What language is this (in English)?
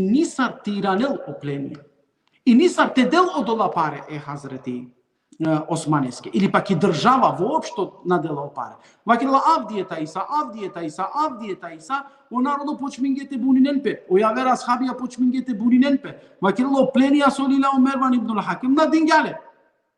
Balkan Romani